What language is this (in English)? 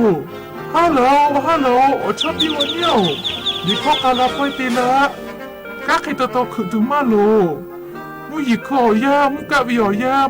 Lahu